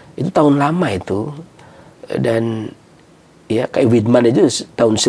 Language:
Indonesian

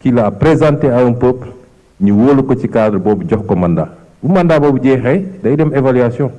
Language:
Wolof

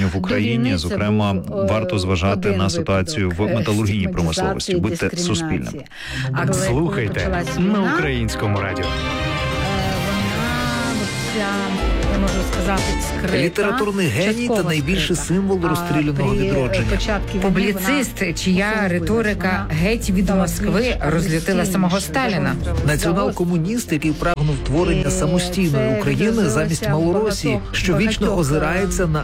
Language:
Ukrainian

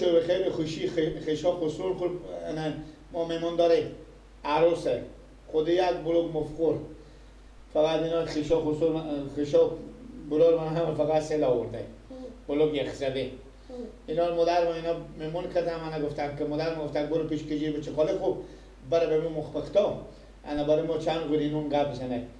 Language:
Persian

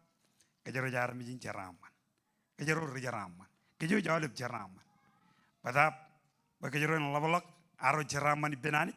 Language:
Marshallese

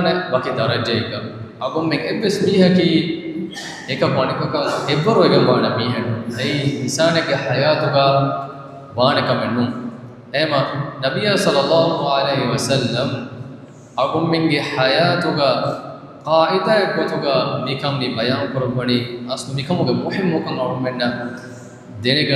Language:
Divehi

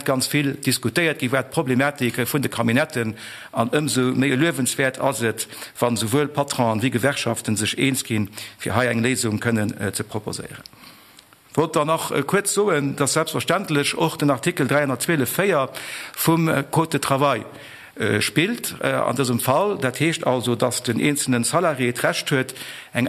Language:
Luxembourgish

